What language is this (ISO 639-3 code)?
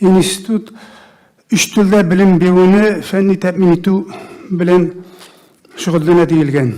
tat